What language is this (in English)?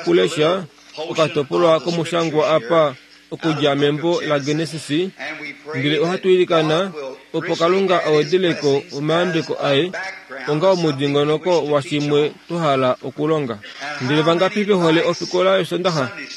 Kuanyama